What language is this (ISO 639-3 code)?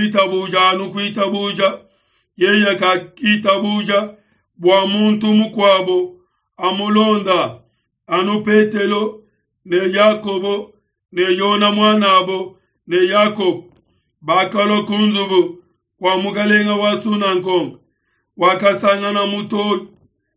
lua